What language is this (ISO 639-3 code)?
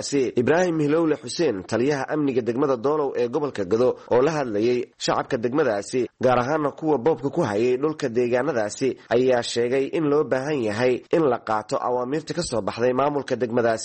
som